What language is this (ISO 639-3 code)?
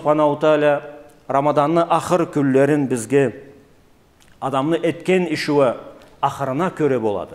krc